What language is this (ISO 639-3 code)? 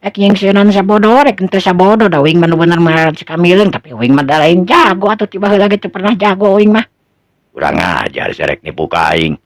sun